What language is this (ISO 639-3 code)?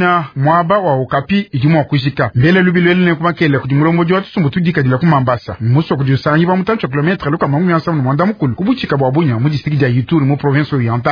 lua